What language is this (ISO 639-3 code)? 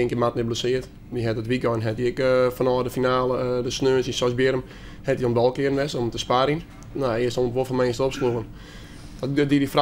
fry